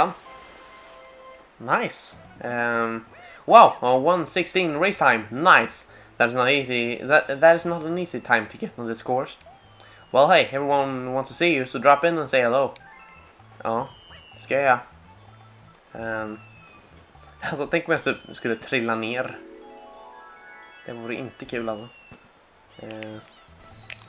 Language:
Swedish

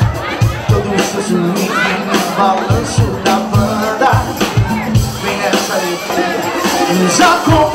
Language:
Portuguese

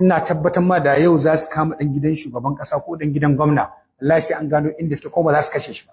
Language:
Hausa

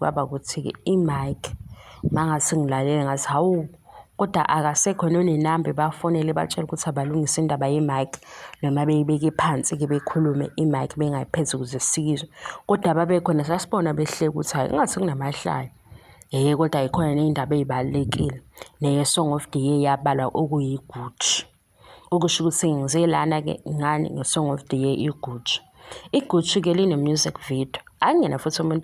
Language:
Zulu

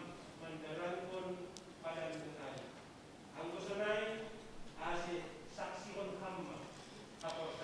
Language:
Batak Simalungun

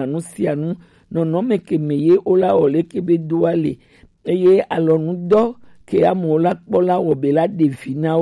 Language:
Gen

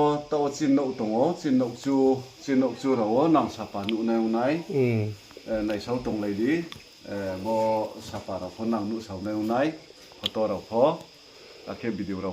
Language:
Riang (India)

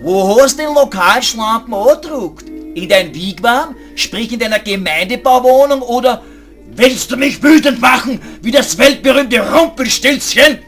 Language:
Bavarian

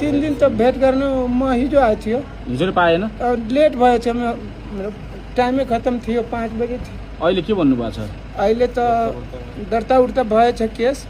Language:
Nepali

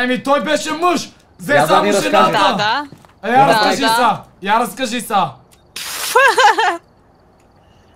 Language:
Bulgarian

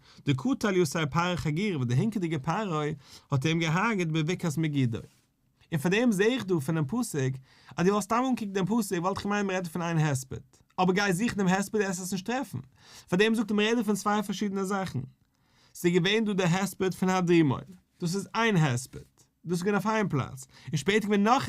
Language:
Yiddish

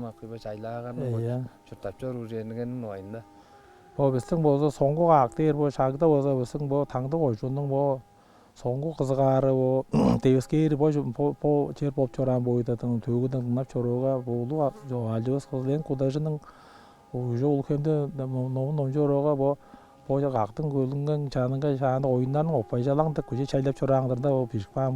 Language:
Tuvinian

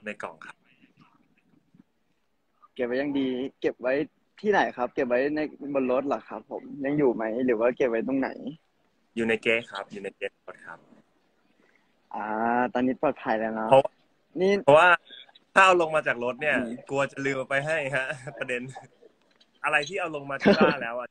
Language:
Thai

